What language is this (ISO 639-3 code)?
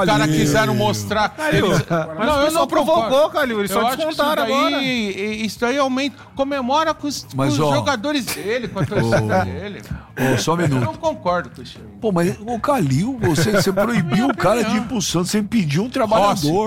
por